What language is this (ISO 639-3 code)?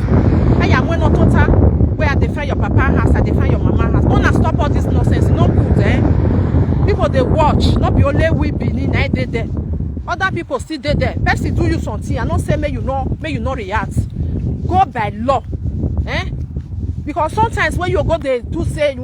pcm